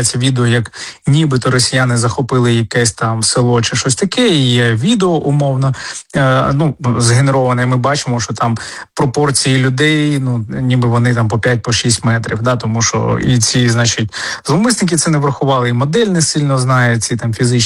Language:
Ukrainian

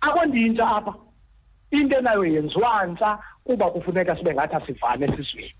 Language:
Xhosa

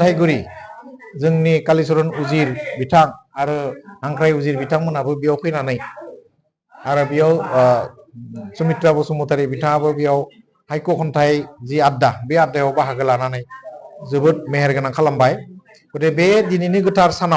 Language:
Bodo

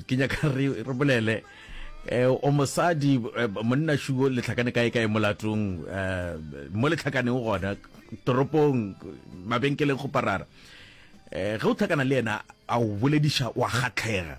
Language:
Northern Sotho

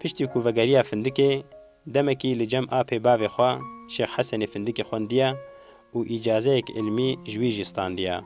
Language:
Kurdish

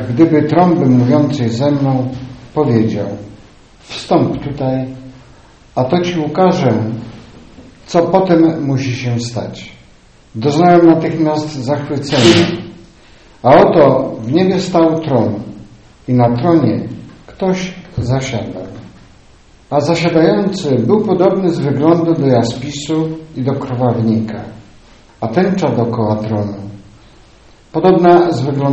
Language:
Polish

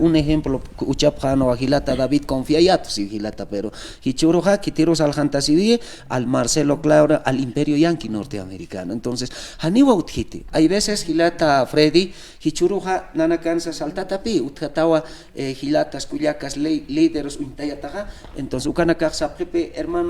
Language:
Aymara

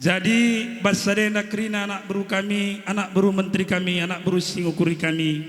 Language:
Batak Karo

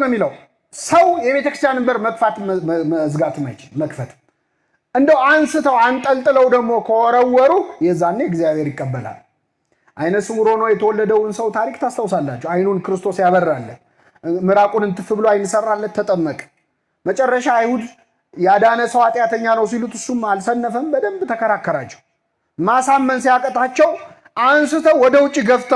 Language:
Amharic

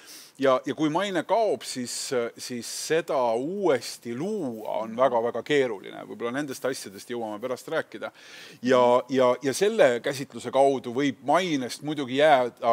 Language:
Estonian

